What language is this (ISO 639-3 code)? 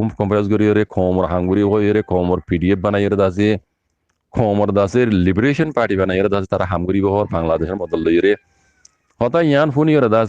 rhg